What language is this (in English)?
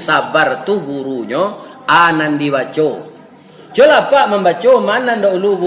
Minangkabau